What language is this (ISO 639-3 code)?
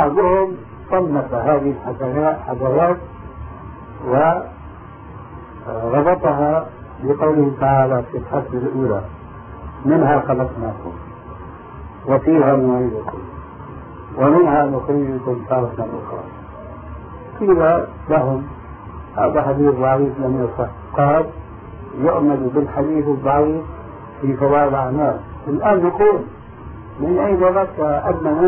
ara